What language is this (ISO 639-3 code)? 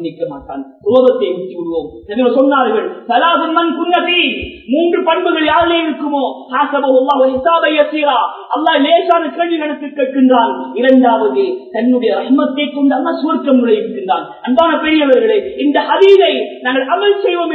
tam